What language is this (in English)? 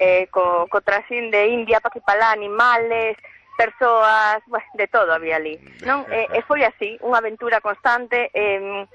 Galician